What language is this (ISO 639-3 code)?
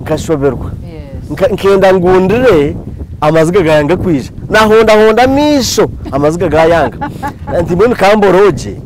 nyn